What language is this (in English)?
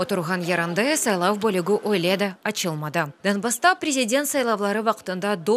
Crimean Tatar